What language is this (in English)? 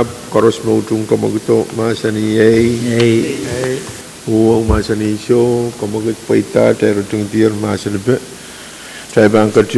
Pohnpeian